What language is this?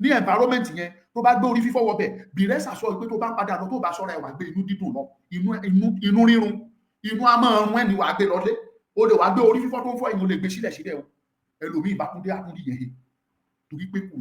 Yoruba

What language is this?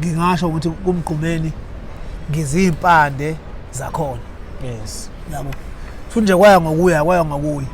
Zulu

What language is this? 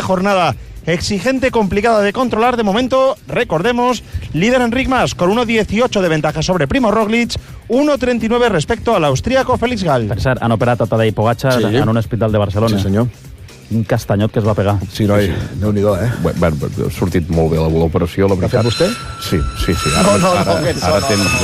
Catalan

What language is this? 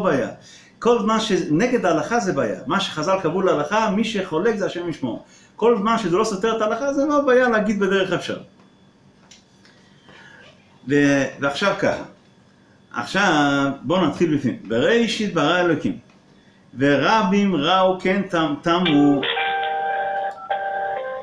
Hebrew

